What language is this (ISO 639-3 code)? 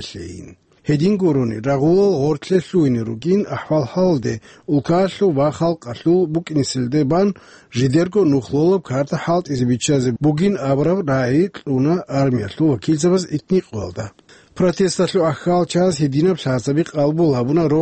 ava